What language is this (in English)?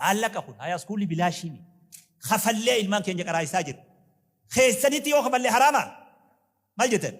Oromo